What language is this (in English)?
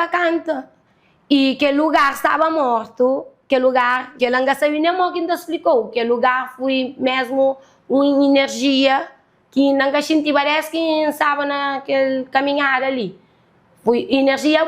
Kabuverdianu